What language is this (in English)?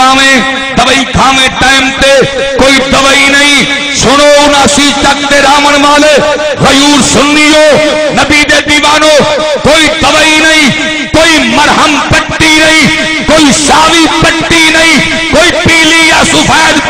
Saraiki